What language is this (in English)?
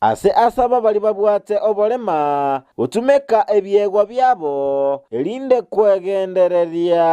Gusii